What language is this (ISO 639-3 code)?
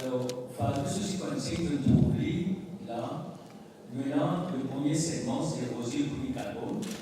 mfe